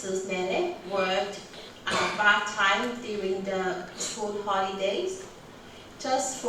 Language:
Tongan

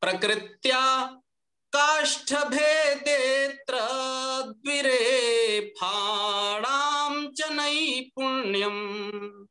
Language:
Sanskrit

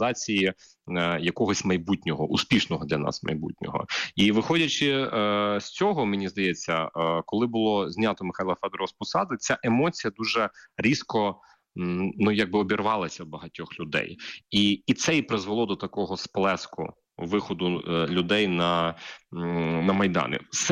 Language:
Ukrainian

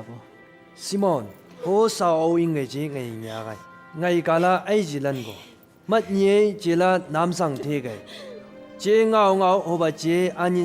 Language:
Chang Naga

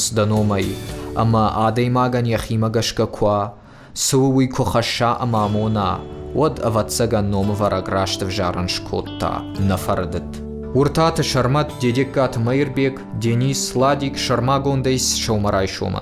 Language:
Ossetic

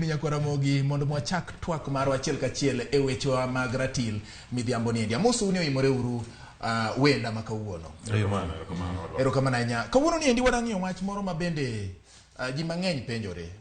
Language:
Luo (Kenya and Tanzania)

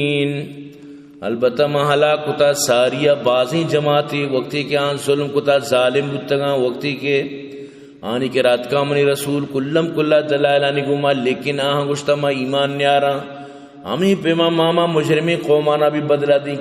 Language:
Baluchi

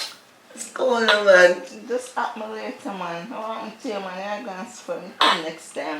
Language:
Jamaican Creole English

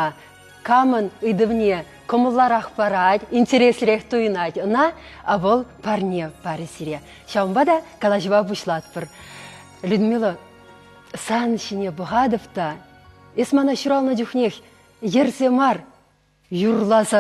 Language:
Chuvash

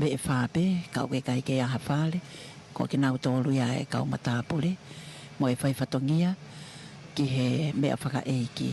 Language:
Tongan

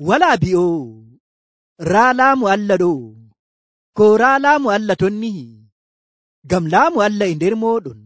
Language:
Nigerian Fulfulde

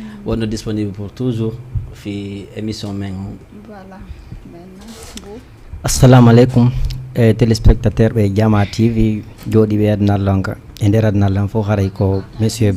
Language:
Fula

